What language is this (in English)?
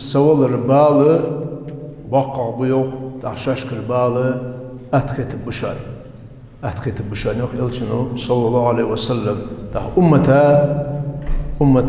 Ingush